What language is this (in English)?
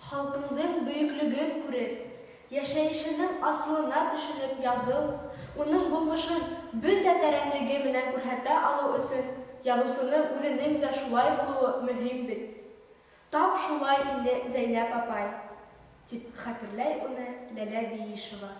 Bashkir